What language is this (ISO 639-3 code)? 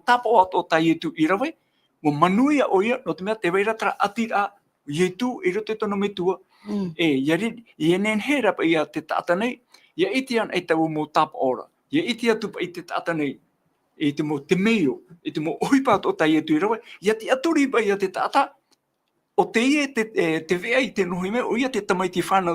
tah